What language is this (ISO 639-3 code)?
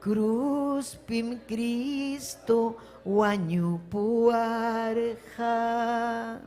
quy